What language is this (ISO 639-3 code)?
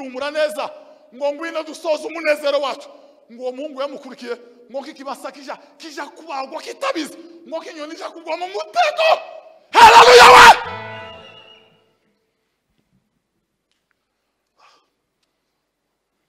kin